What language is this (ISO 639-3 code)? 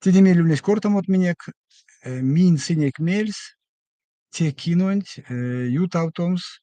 myv